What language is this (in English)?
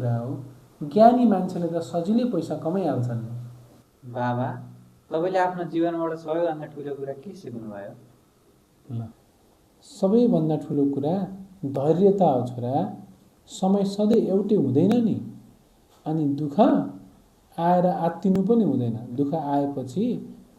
Nepali